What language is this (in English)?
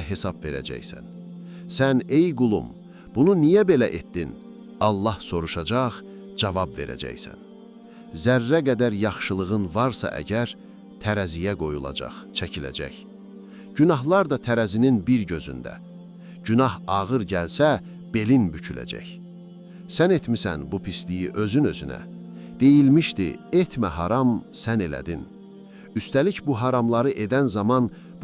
Azerbaijani